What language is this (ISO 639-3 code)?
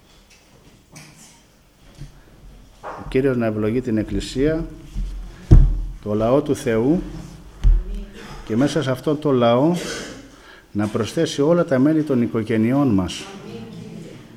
ell